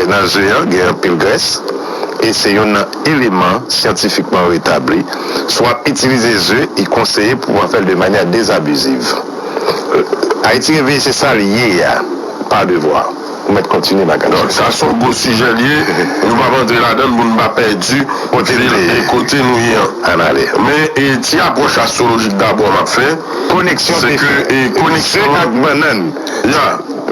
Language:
Haitian Creole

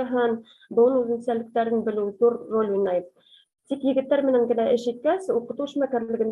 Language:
Bashkir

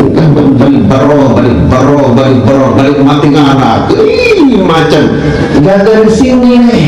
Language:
Sasak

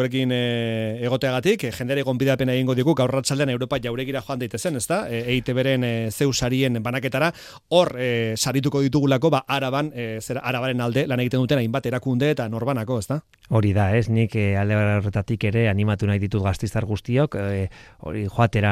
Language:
Basque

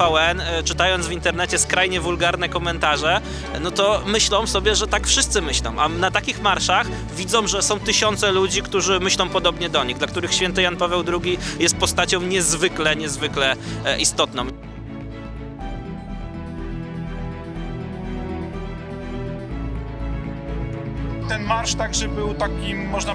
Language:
Polish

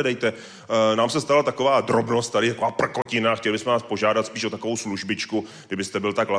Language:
Czech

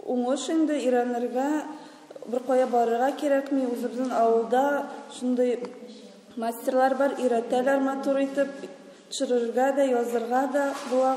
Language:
Tatar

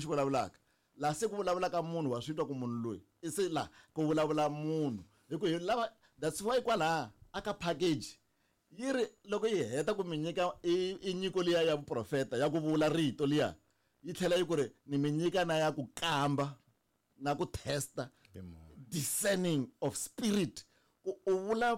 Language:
Tsonga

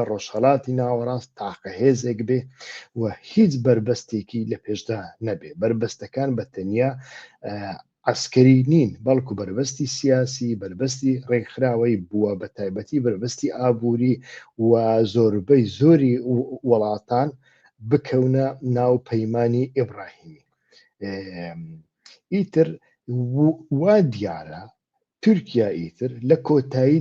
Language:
Central Kurdish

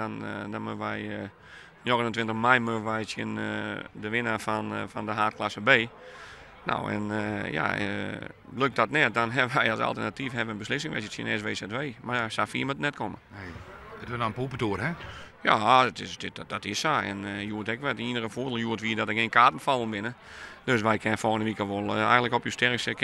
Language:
Western Frisian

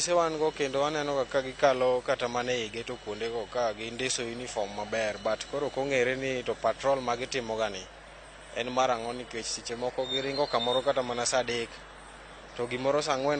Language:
Luo (Kenya and Tanzania)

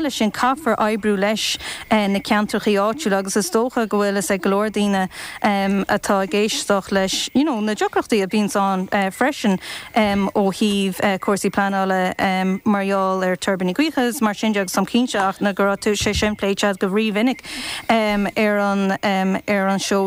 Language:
Irish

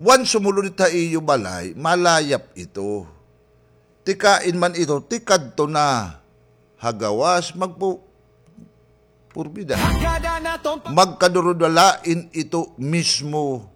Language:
Waray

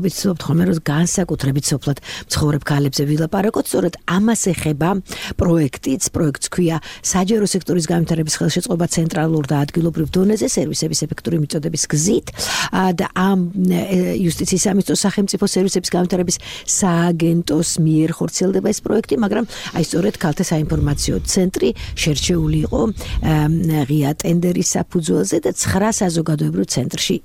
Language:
Georgian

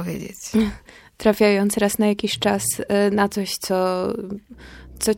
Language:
Polish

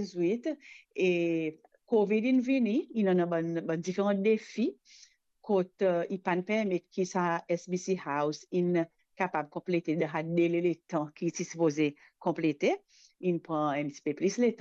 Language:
Morisyen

